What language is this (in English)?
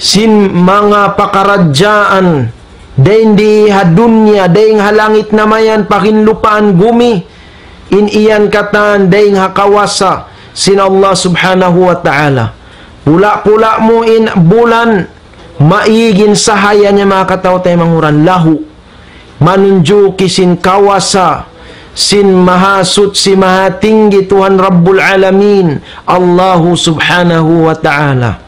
Tausug